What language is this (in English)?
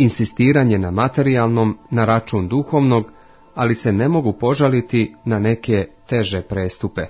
Croatian